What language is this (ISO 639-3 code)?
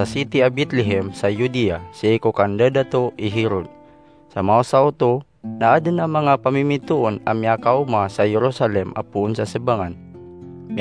mrw